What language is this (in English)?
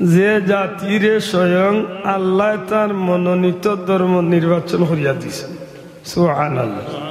Sylheti